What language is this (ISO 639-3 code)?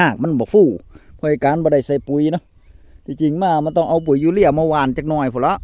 tts